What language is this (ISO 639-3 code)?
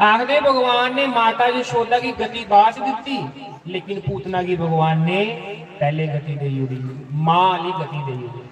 doi